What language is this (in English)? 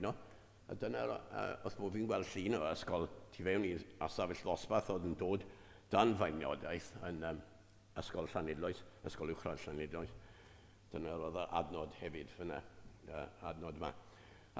Welsh